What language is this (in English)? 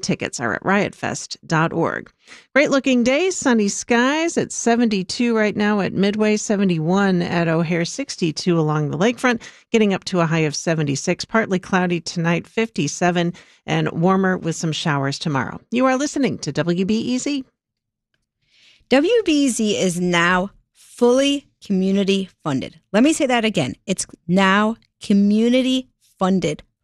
English